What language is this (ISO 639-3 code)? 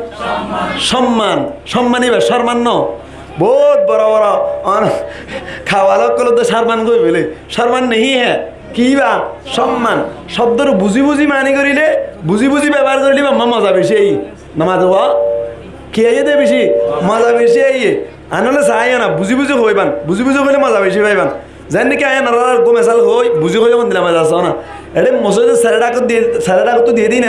rhg